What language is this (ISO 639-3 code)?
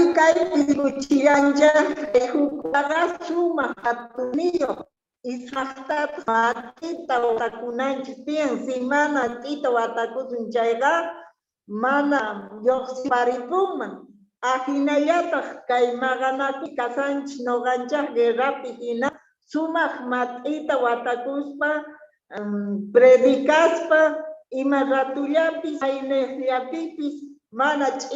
quh